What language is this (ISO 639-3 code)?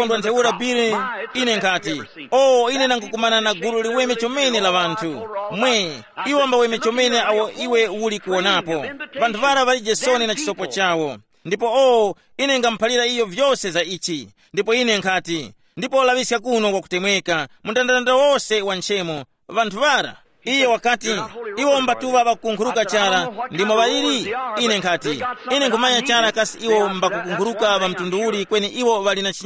tum